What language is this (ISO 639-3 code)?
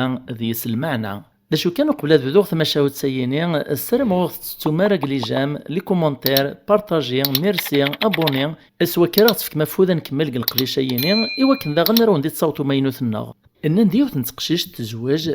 kab